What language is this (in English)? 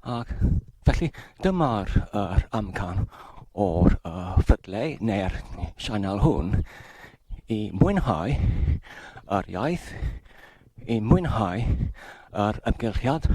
Welsh